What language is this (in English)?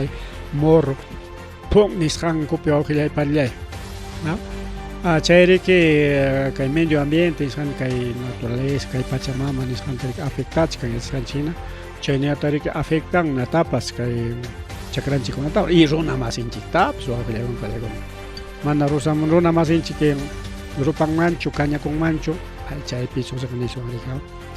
Ayacucho Quechua